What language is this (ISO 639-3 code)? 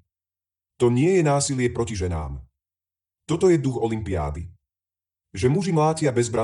slk